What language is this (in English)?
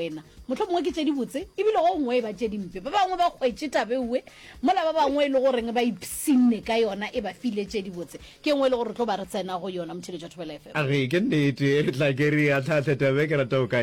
Northern Sotho